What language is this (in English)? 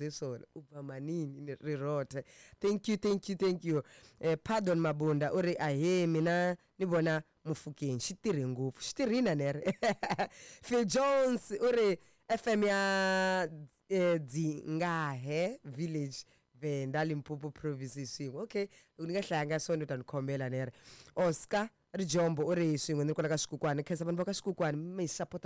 Tsonga